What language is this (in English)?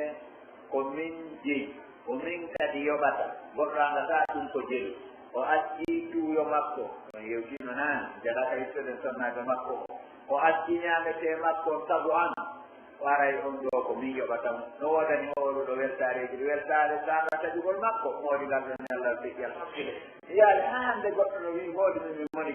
Pular